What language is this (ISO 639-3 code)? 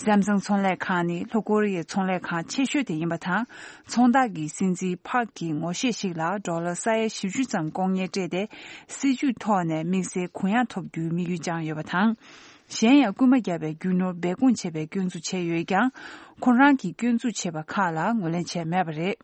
bod